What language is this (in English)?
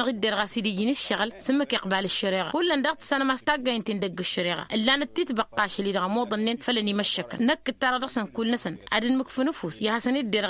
Tamasheq